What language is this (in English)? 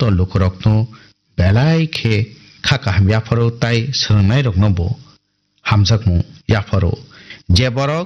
Kok Borok